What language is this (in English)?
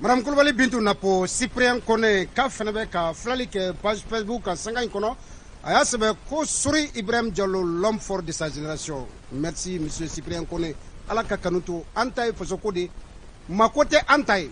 Bambara